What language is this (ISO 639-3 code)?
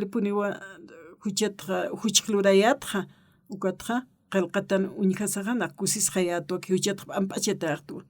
aym